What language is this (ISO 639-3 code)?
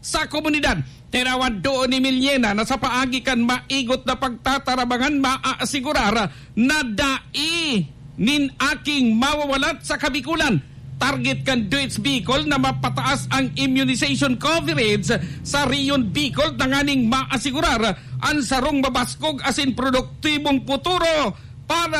bik